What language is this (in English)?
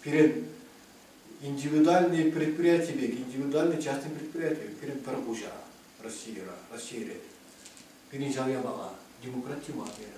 Chuvash